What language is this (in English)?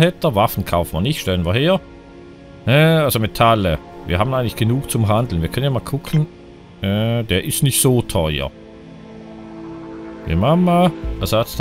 German